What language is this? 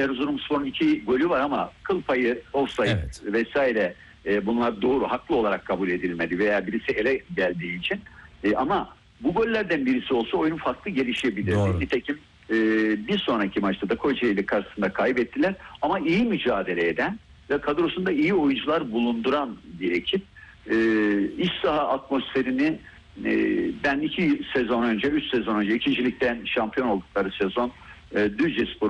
Turkish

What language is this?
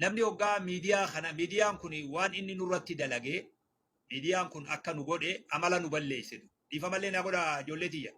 Oromo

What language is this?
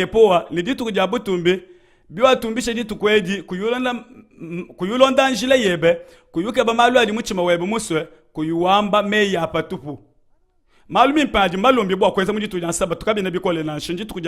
Luba-Lulua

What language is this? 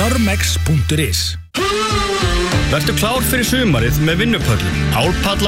Icelandic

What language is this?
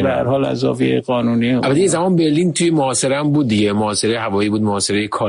Persian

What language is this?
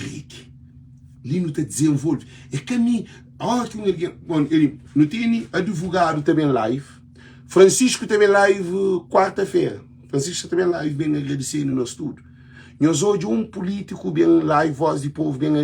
Kabuverdianu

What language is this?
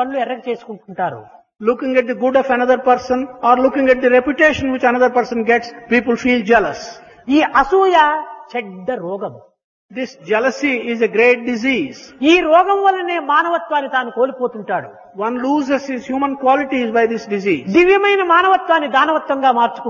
Telugu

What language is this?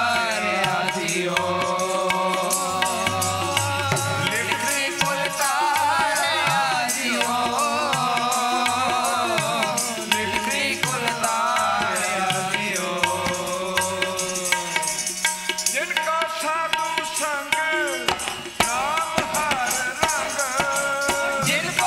Punjabi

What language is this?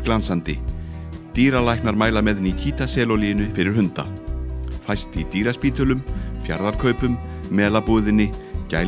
Icelandic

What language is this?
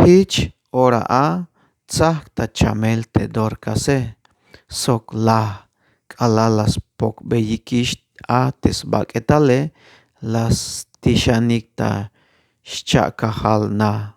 Tzeltal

